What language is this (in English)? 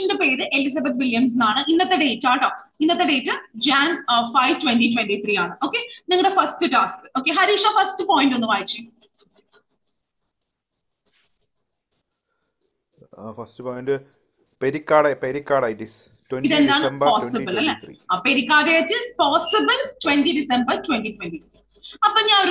Malayalam